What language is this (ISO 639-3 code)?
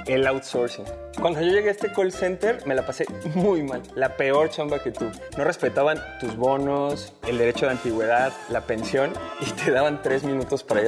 spa